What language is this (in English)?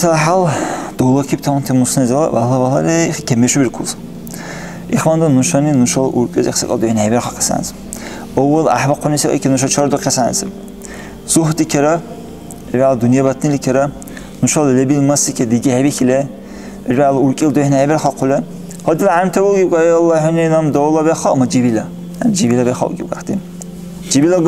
Dargwa